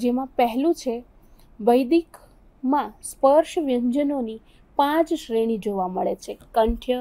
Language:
Gujarati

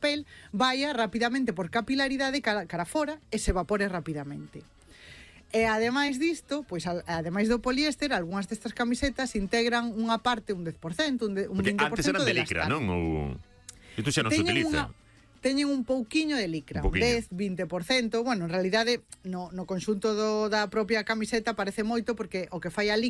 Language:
Galician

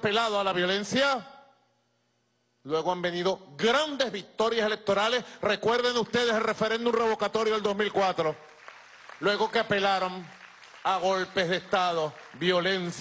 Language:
Spanish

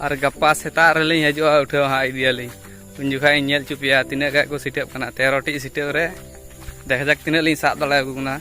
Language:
Santali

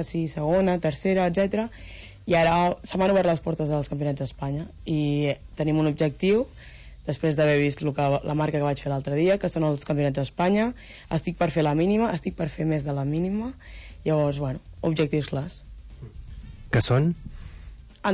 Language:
Catalan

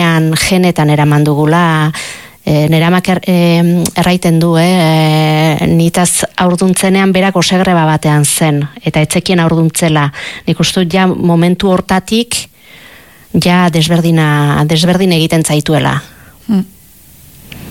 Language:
Basque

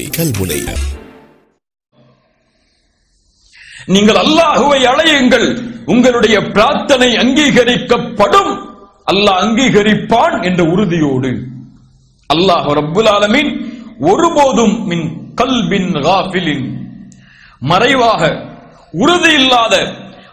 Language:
Tamil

